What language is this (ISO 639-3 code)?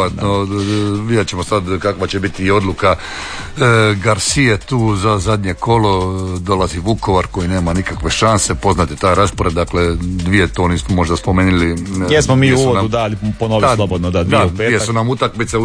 hrv